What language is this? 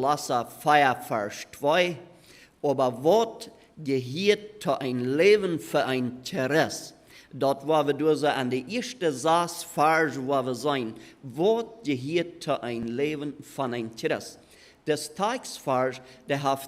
Plautdietsch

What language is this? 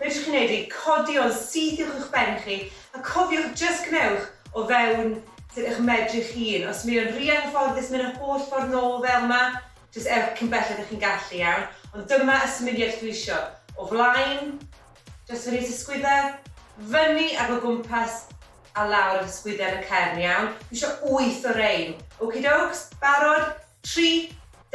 Welsh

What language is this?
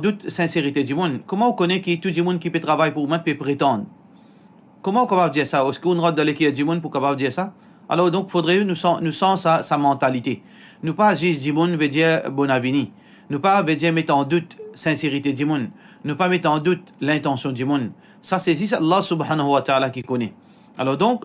Morisyen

